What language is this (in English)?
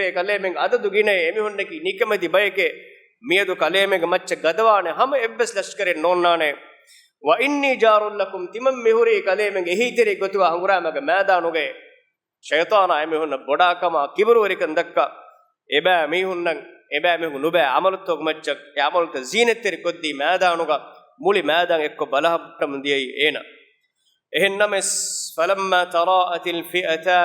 Divehi